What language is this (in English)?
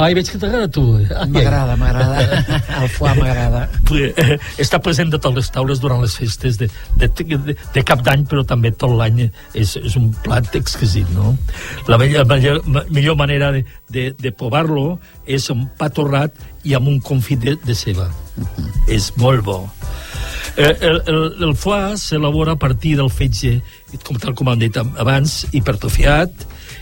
Catalan